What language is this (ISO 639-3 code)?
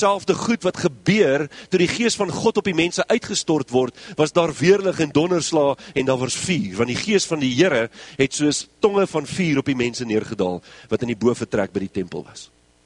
afr